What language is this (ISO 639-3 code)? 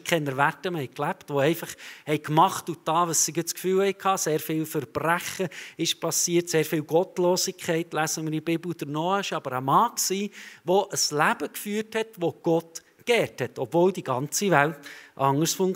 gsw